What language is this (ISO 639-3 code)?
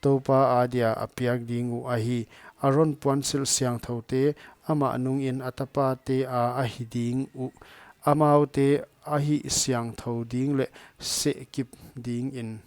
pck